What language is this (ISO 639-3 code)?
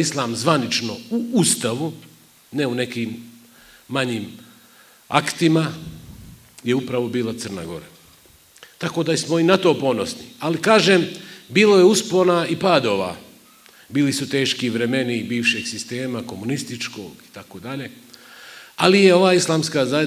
bos